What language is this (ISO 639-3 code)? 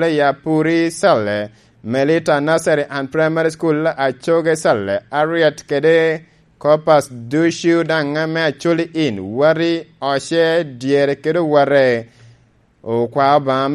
laj